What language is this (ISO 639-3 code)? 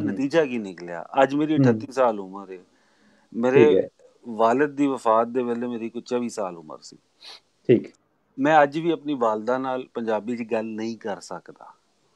pan